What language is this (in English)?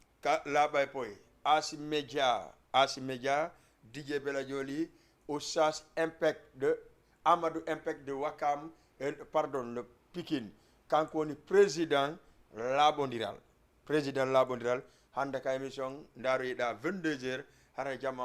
Fula